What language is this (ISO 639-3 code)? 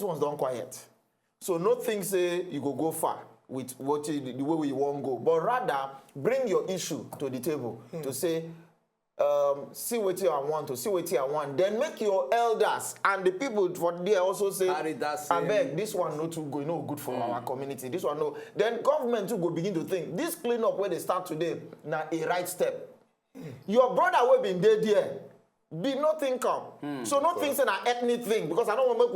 pcm